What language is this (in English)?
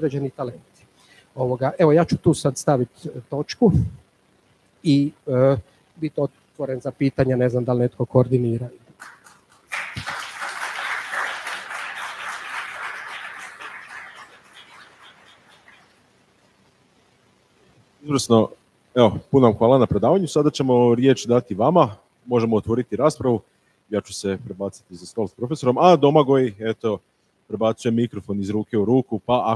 Croatian